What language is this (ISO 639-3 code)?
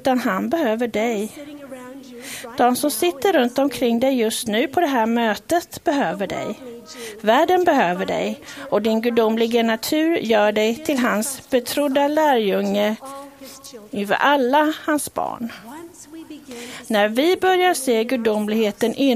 swe